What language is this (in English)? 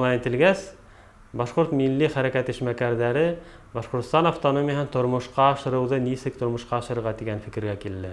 Bashkir